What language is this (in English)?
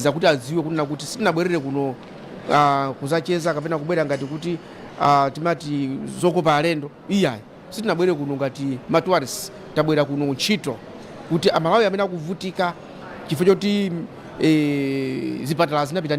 Nyanja